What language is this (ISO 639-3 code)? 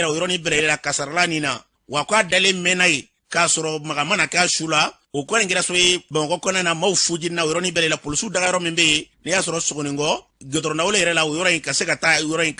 bam